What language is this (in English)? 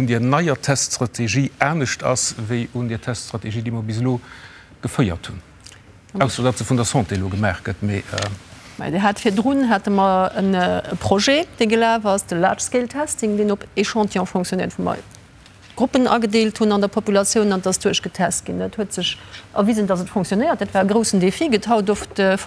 Luxembourgish